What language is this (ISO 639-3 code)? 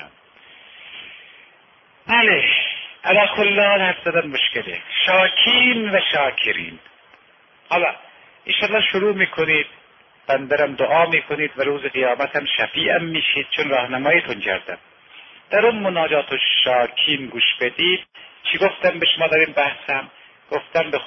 fas